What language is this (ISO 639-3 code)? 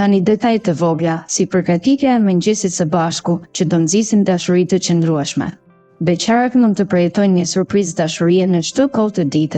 sqi